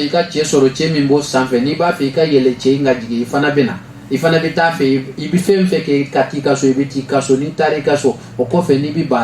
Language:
Bambara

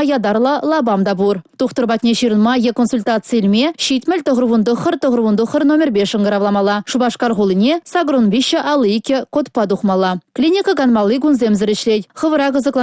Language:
Chuvash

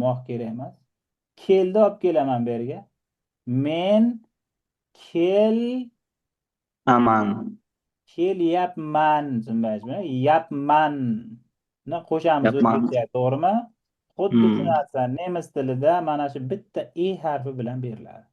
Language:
Uzbek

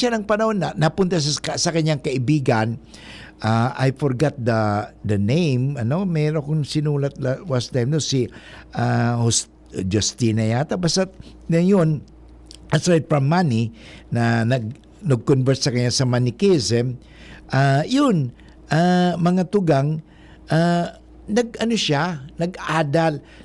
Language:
Bikol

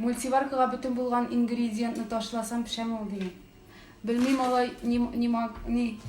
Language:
Tatar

